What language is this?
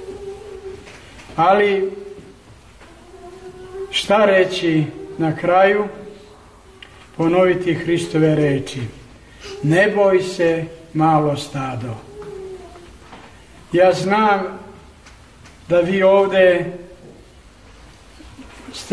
Serbian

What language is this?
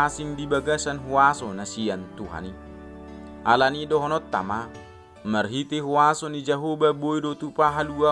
Batak Toba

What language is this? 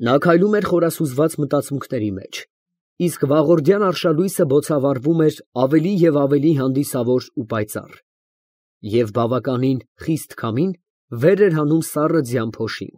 Armenian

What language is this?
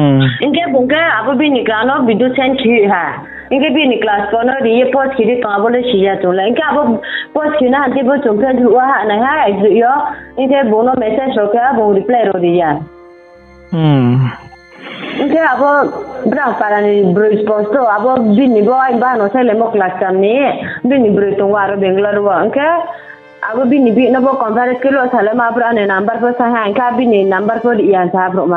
Riang (India)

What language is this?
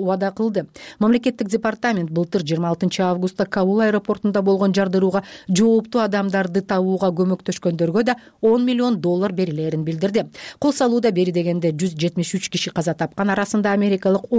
Kyrgyz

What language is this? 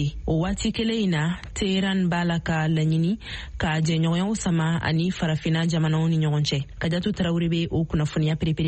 Bambara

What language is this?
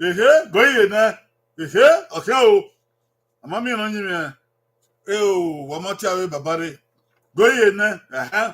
Bini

